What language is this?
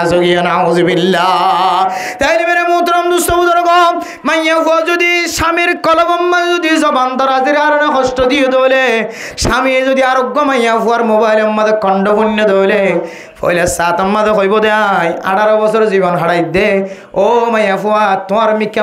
Rohingya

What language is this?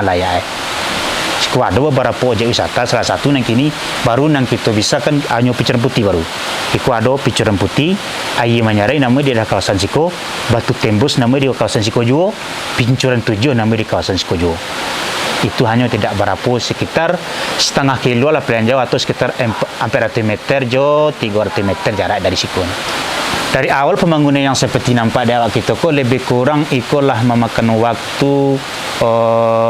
Minangkabau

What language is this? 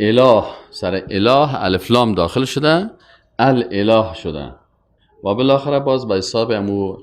Persian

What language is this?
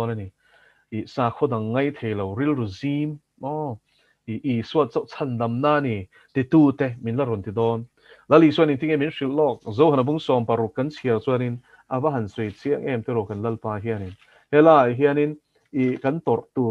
Mizo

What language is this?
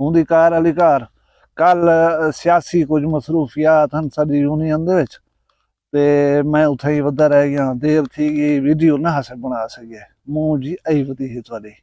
Saraiki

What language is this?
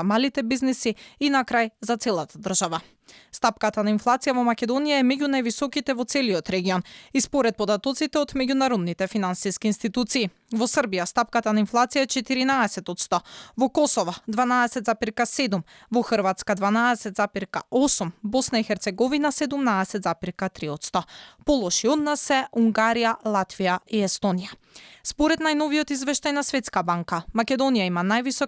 Macedonian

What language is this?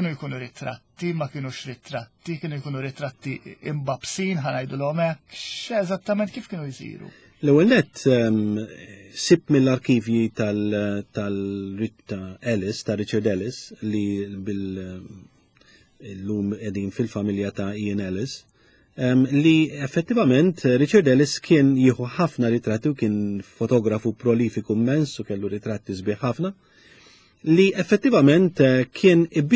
Maltese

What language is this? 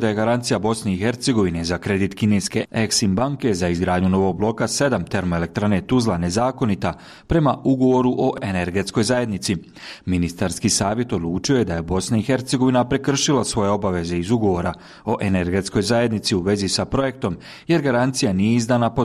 Bosnian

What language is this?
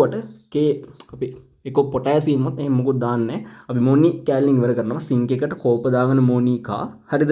Sinhala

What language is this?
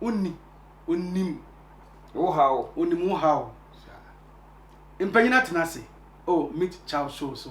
Akan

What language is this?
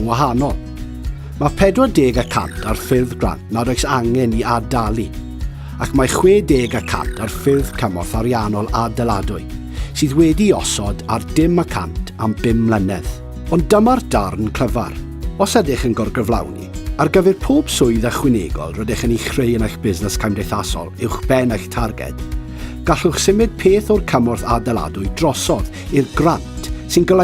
Welsh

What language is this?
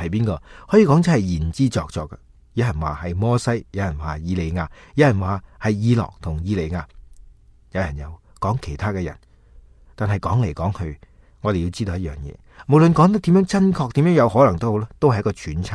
Cantonese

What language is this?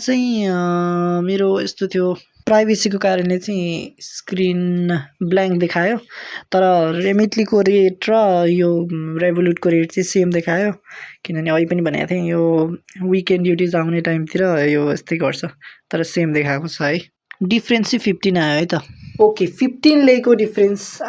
Nepali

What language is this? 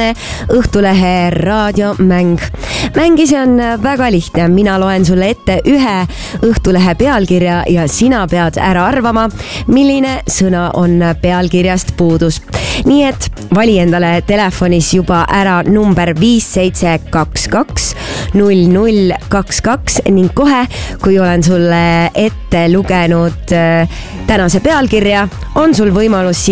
Estonian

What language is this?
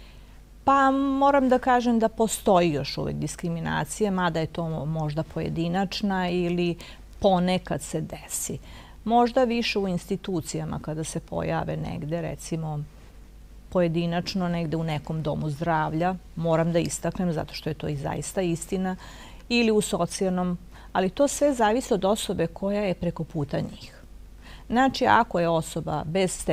Serbian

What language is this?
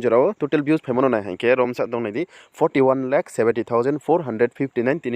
Riang (India)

